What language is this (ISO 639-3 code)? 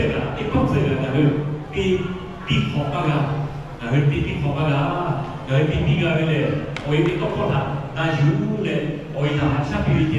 lhu